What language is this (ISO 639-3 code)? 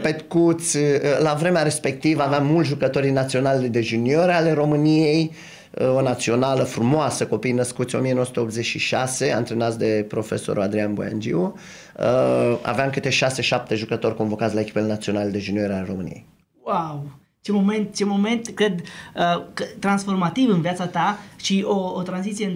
ron